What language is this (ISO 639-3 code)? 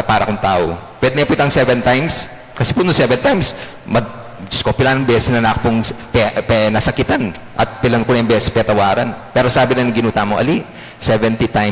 pam